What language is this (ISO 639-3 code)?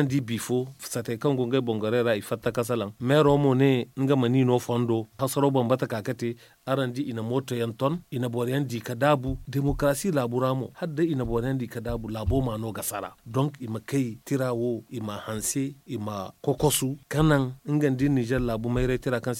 dje